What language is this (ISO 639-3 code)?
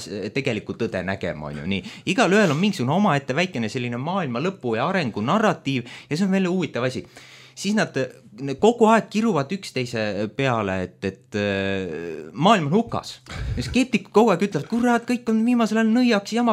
est